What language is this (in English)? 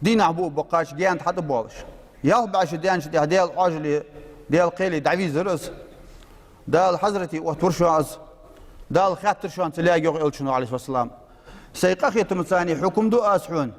Ingush